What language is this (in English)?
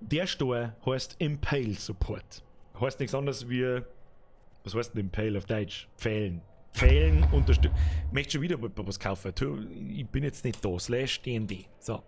Bavarian